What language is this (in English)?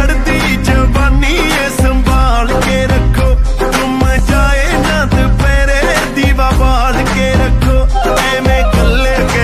Punjabi